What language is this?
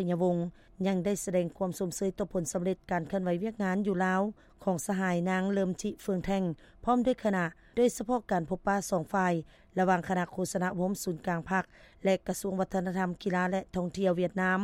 Lao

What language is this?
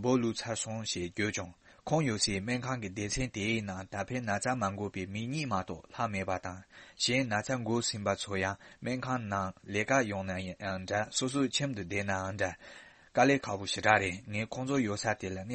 Tibetan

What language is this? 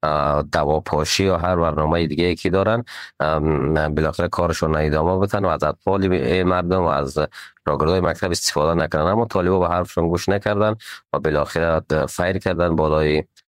Persian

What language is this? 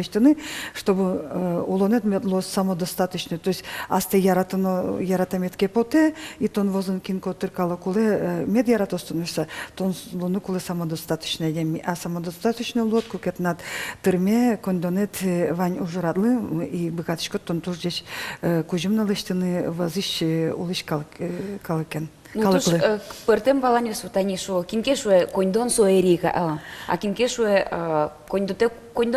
Udmurt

